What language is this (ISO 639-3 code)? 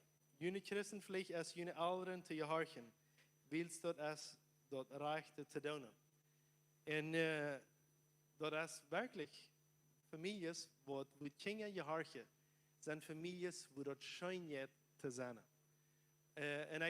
pdt